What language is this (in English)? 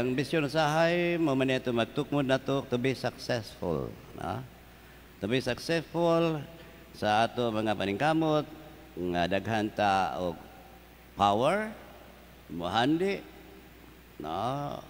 Cebuano